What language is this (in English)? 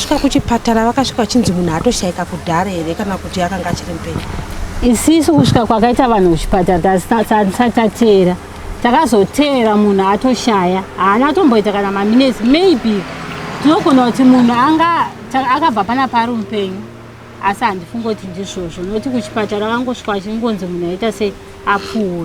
Shona